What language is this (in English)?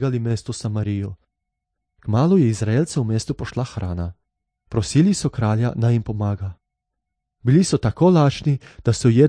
Slovenian